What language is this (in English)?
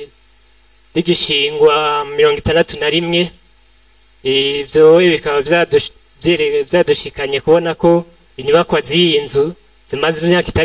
Rundi